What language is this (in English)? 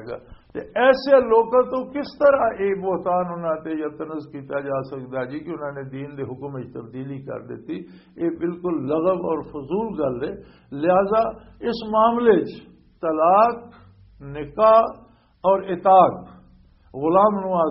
Western Panjabi